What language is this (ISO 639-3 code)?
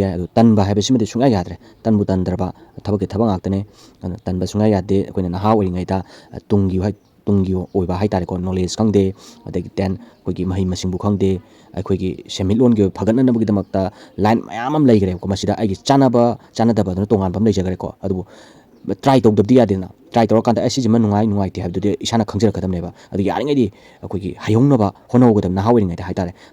mni